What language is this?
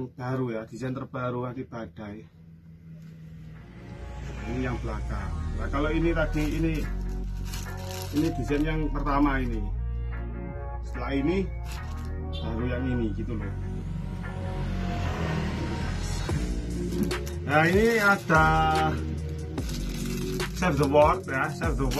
Indonesian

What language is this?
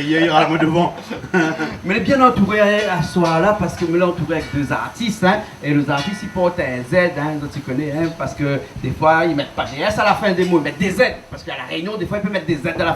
Réunion Creole French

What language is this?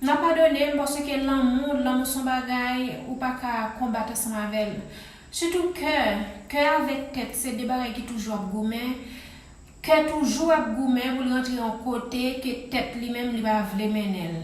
Haitian Creole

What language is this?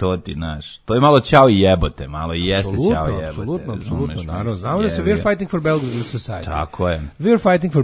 Serbian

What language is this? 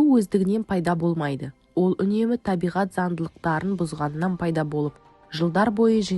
Kazakh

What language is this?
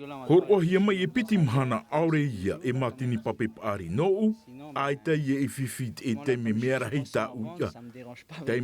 Tahitian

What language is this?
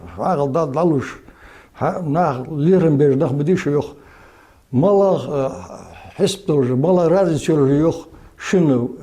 Ingush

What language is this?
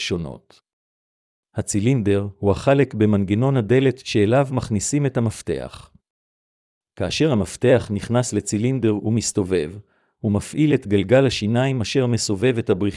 Hebrew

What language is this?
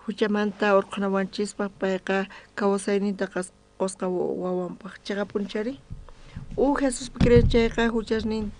South Bolivian Quechua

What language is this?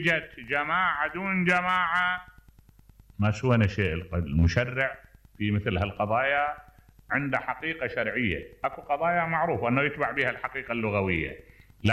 Mesopotamian Arabic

